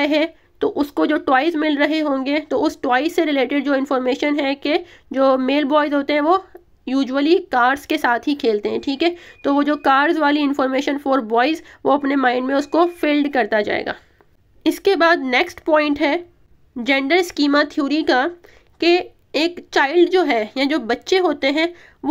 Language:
Hindi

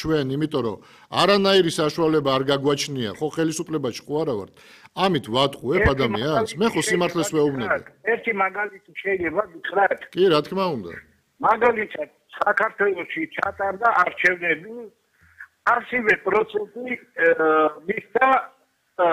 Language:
Georgian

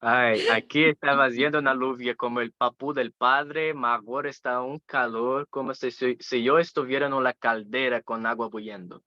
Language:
Ladino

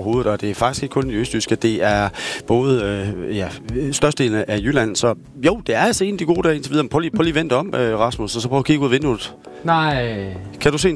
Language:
Danish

